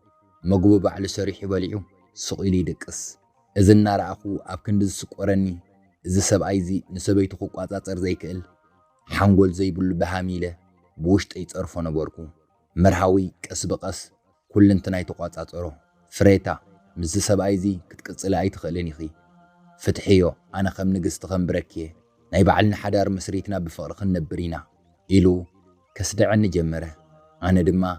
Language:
Tigrinya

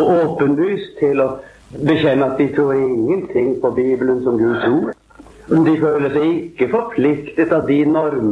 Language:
Norwegian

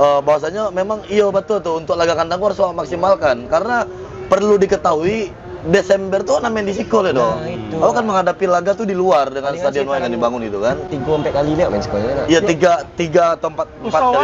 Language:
Minangkabau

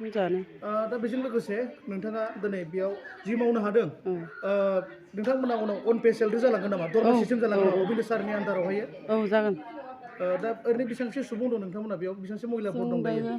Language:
Bodo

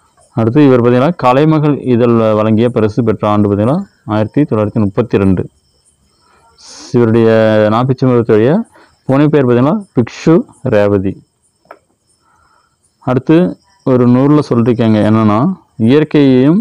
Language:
Tamil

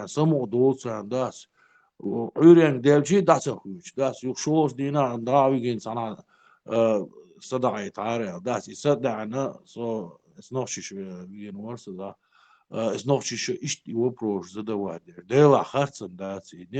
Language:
Chechen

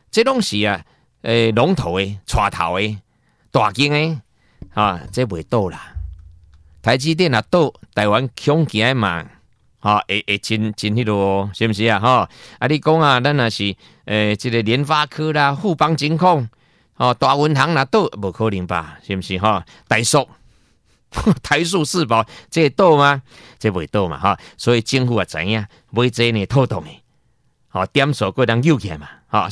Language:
Min Nan Chinese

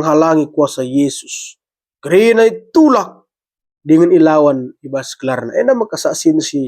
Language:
Batak Karo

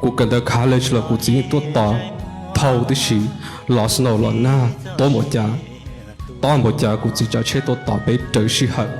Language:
Hmong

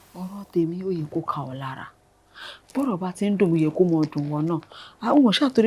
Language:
Yoruba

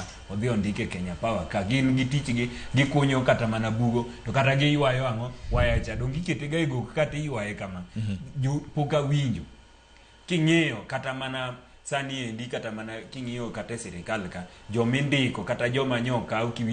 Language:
Luo (Kenya and Tanzania)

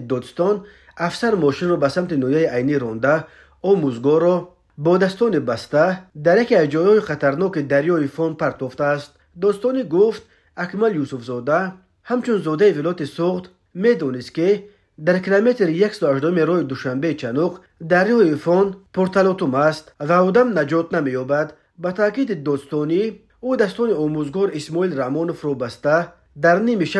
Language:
Tajik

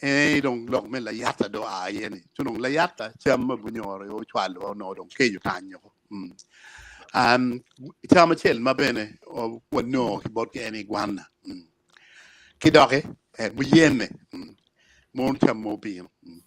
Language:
Acoli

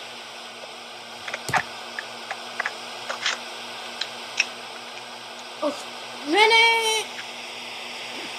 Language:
Bulgarian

